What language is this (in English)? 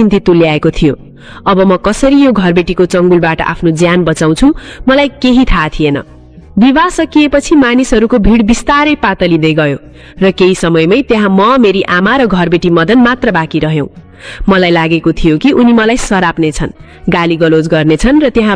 Nepali